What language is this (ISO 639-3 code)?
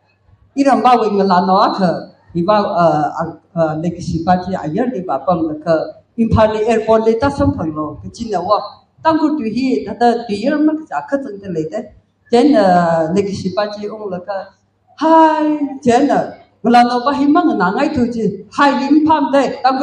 nmf